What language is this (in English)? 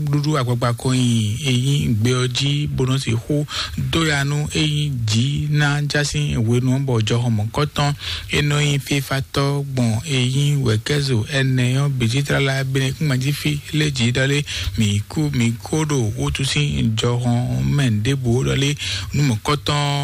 Fon